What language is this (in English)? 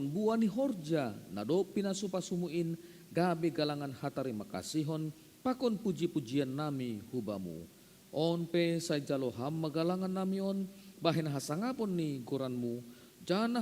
Batak Simalungun